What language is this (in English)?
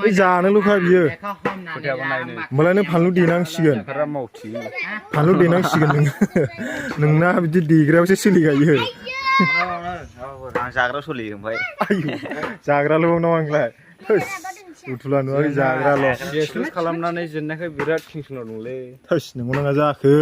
Bodo